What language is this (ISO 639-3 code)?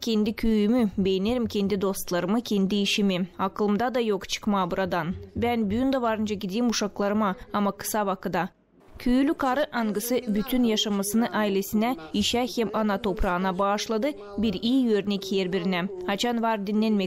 gag